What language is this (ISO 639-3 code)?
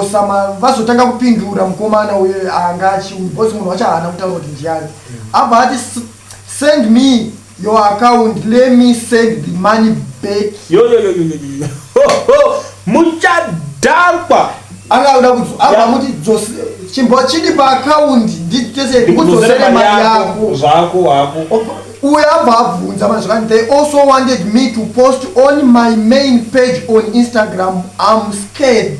sna